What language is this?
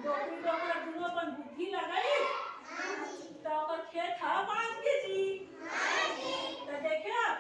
Chhattisgarhi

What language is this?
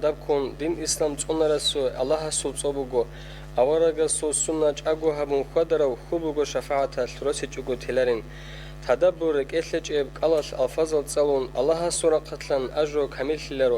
Avaric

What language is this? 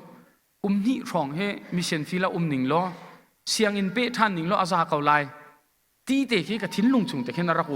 Hakha Chin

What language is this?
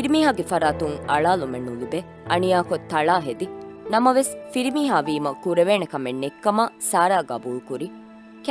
Divehi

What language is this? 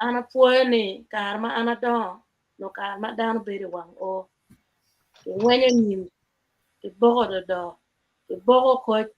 Acoli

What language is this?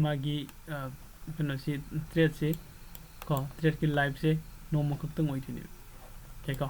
Manipuri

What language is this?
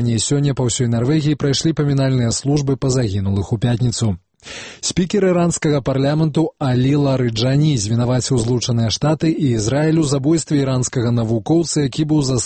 Belarusian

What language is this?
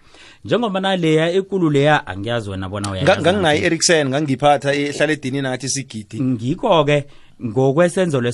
South Ndebele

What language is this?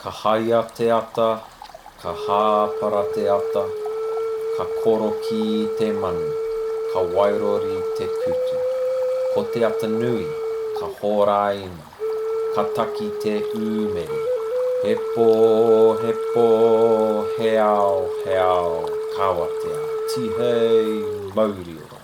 Māori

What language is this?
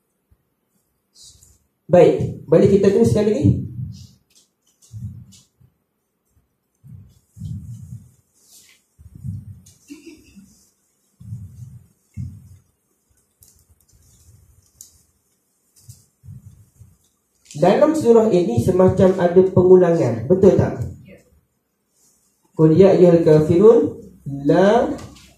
Malay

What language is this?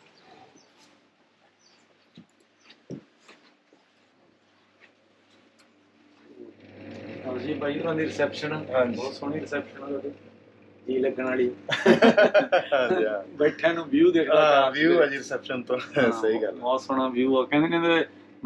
Punjabi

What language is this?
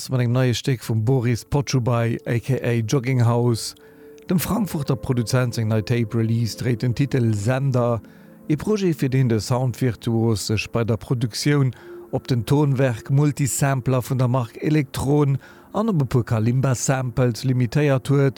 Luxembourgish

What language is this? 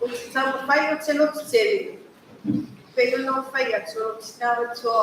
Samoan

